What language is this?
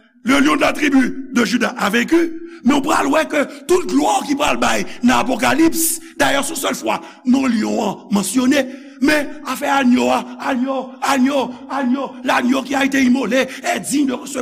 Haitian Creole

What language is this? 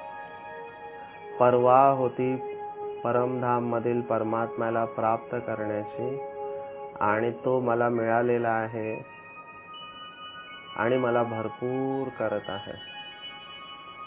Marathi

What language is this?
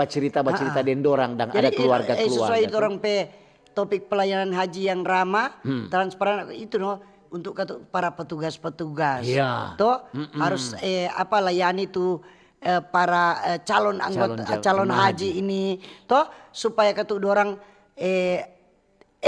Manado Malay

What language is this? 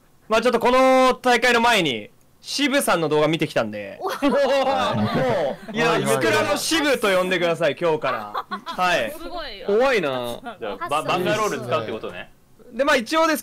Japanese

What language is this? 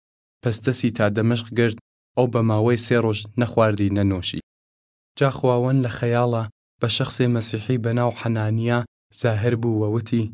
Southern Kurdish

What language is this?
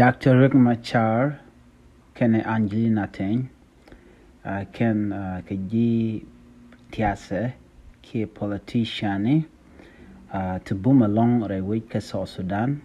Nuer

